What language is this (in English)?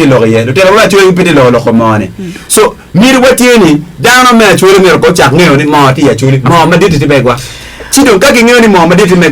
Acoli